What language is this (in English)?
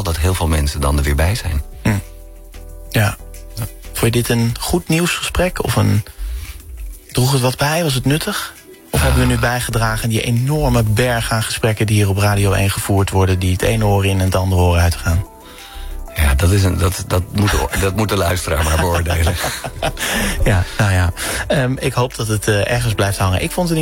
Dutch